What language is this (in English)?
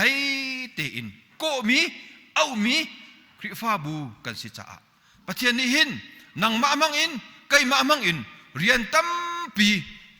Hakha Chin